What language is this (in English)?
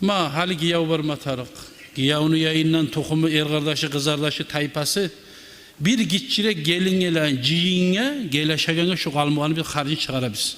Kumyk